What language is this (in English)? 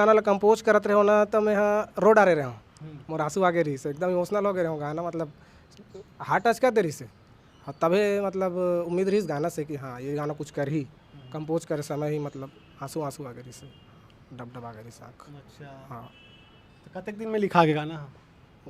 Chhattisgarhi